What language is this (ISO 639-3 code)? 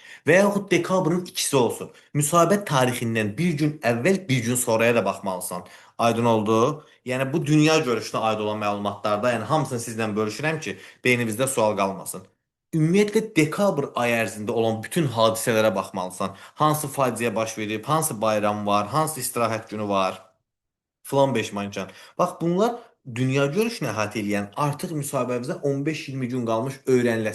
aze